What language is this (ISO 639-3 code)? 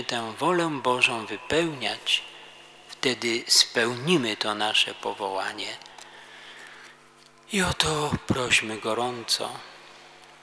pol